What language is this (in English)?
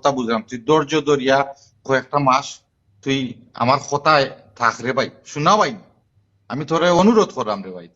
Sylheti